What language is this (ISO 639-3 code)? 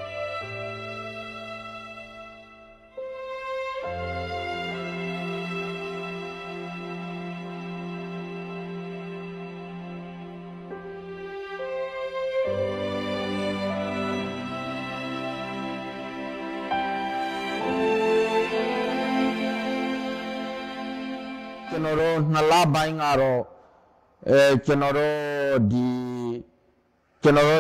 mya